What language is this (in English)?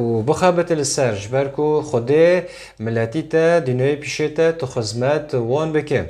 Kurdish